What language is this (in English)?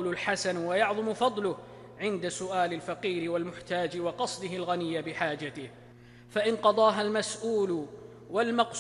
Arabic